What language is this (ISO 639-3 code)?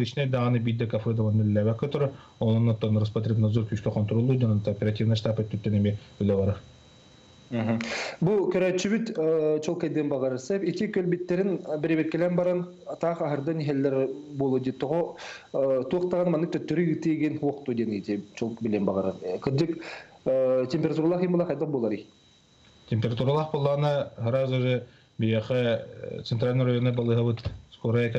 sah